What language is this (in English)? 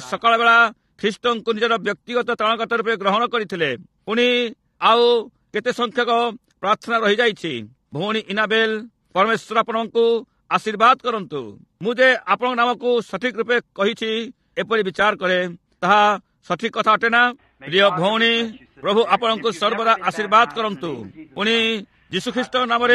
Odia